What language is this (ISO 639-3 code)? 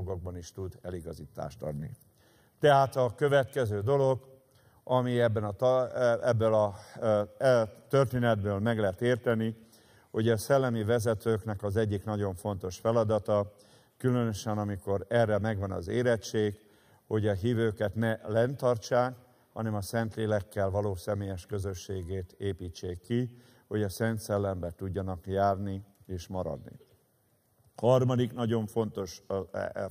hun